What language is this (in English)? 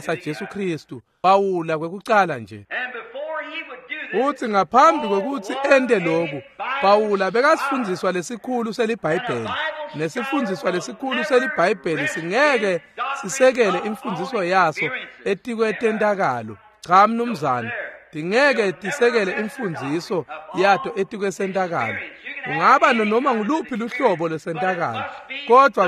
Swati